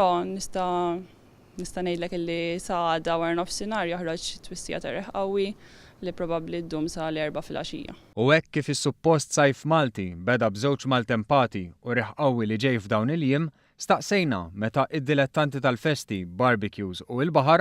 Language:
Maltese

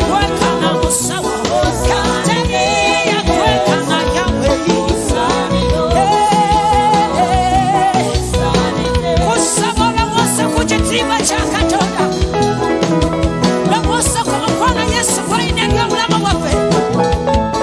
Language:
Ganda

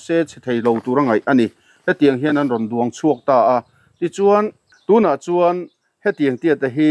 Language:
Mizo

